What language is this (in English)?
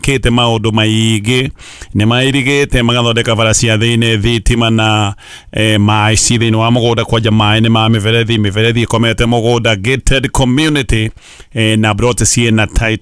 Kikuyu